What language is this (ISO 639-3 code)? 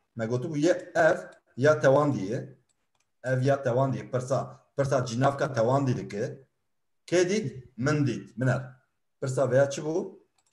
kur